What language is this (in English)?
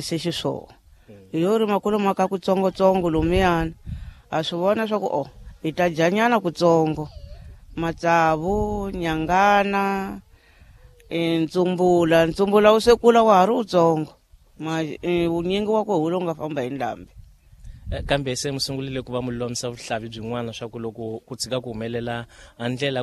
Tsonga